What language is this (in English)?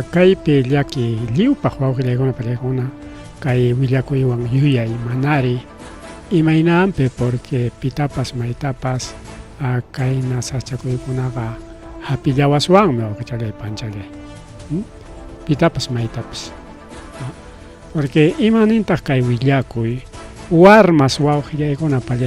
Ayacucho Quechua